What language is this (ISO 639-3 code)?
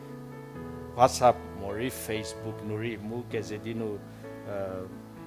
njm